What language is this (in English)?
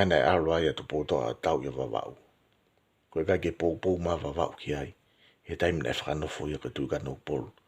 Tongan